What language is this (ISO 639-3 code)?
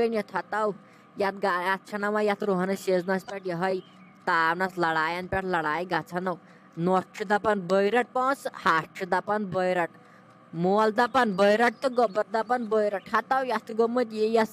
kas